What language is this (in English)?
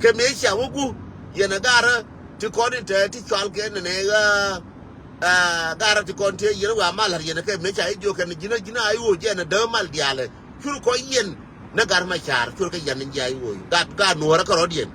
Nuer